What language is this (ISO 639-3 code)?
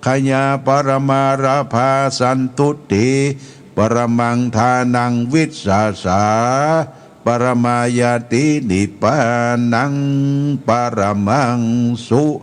pli